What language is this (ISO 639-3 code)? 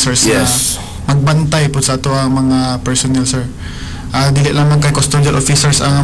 ceb